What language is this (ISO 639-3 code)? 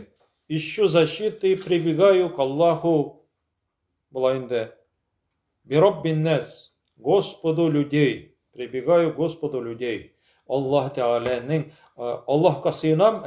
tat